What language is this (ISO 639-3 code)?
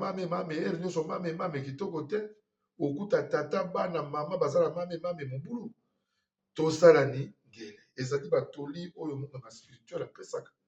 lin